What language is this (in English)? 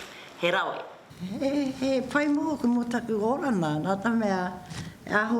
Māori